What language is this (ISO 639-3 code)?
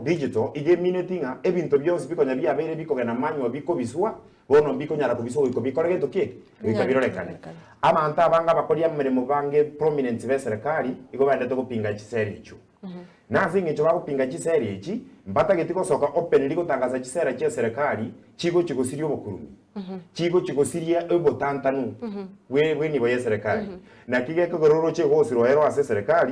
guz